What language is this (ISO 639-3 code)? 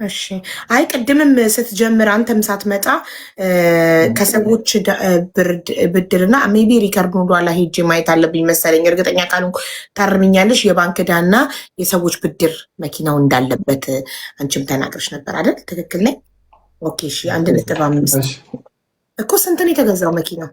amh